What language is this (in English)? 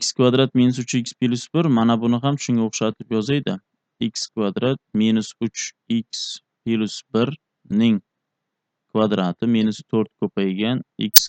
Uzbek